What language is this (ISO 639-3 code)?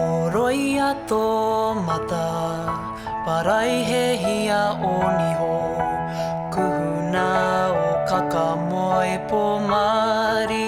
mri